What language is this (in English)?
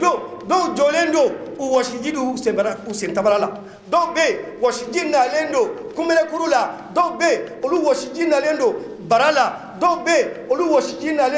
Bambara